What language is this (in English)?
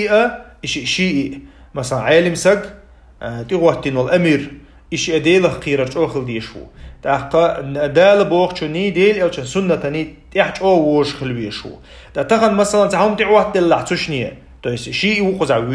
Chechen